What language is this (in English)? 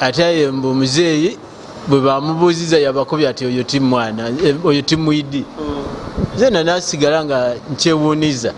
Ganda